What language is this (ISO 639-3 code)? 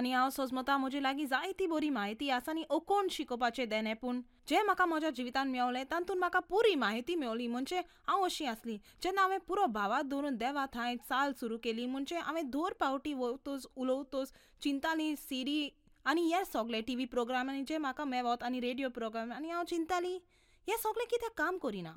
kok